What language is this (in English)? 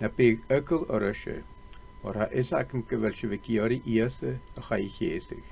Scottish Gaelic